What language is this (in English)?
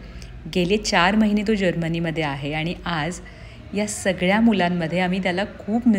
Marathi